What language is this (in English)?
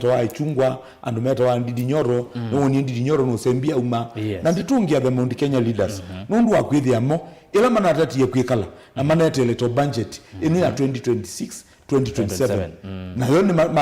Kamba